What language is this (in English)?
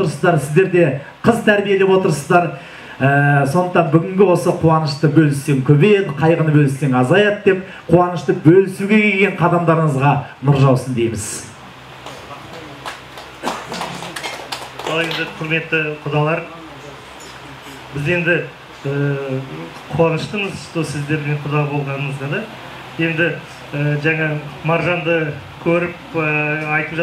Kazakh